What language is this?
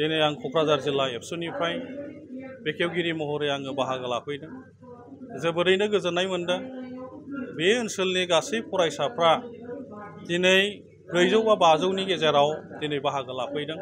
Bodo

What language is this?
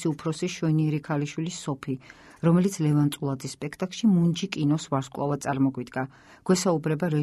Georgian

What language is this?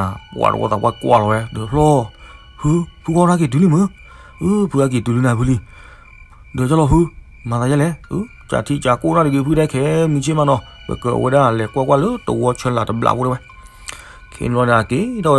S'gaw Karen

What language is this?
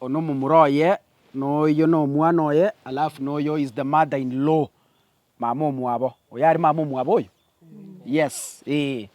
Gusii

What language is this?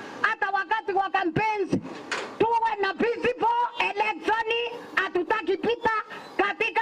Meru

